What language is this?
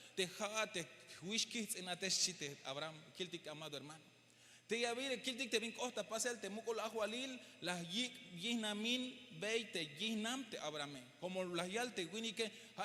Tzeltal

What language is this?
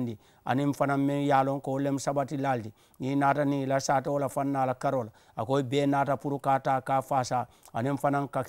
Mandingo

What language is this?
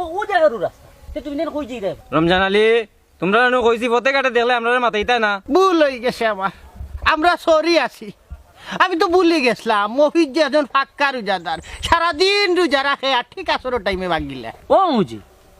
Sylheti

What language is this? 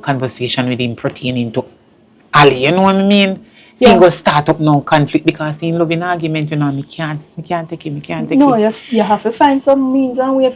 Jamaican Creole English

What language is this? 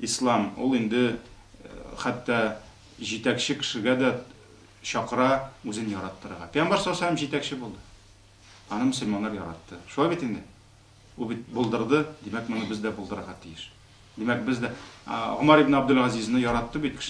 Tatar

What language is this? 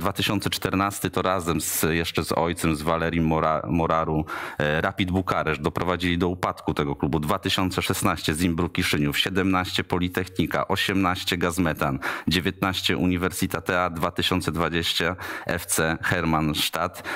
Polish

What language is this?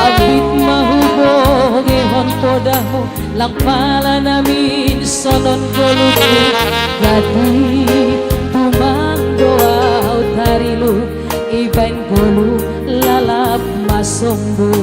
Batak Simalungun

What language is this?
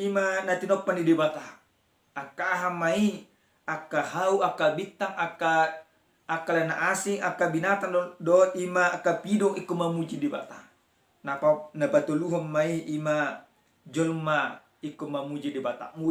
Batak Toba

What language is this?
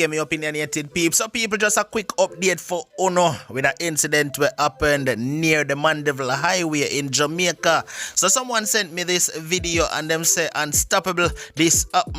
Jamaican Creole English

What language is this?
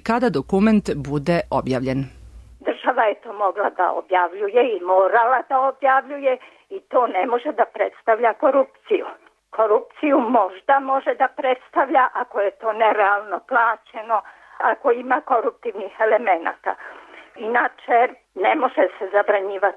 Serbian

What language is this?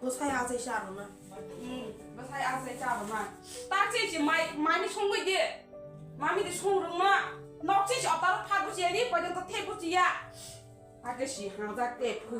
Kok Borok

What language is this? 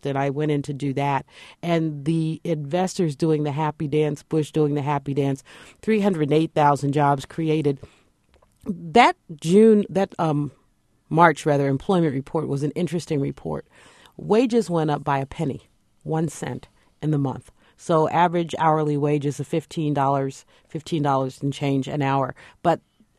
English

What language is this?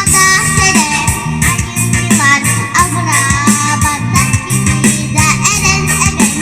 Yakut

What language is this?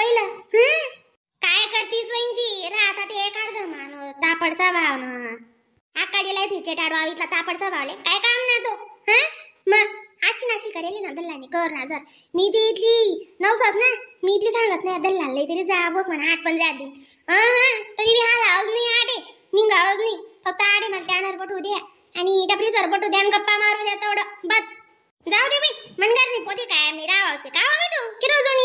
Khandesi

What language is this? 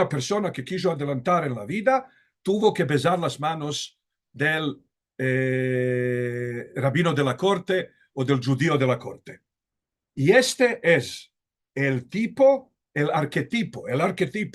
Ladino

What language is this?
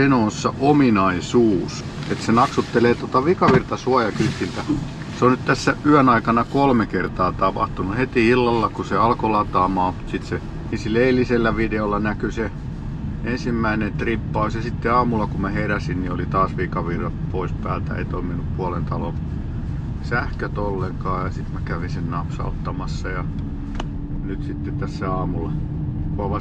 Finnish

